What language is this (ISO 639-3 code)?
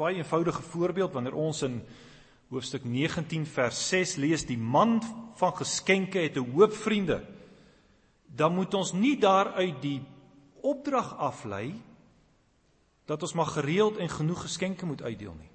afr